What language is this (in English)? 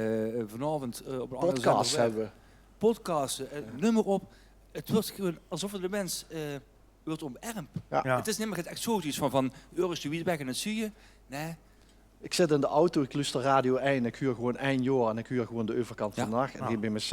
Limburgish